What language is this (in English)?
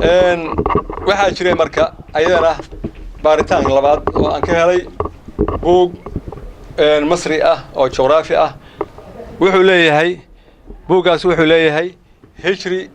Somali